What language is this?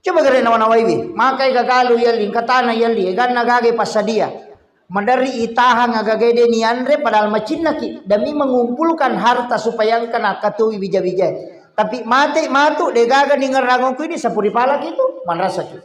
Buginese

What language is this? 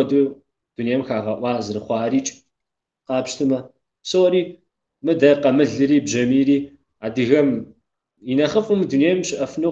Kabardian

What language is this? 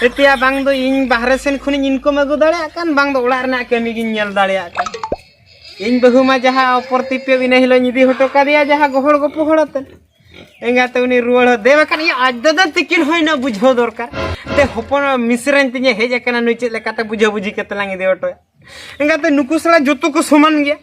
Santali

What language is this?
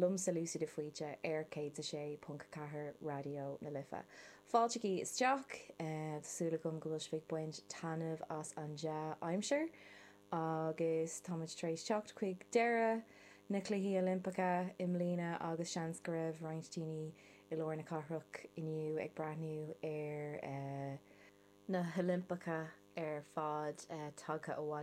Irish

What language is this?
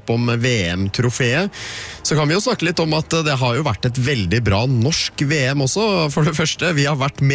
Norwegian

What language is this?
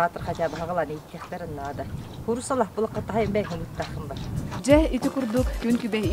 Yakut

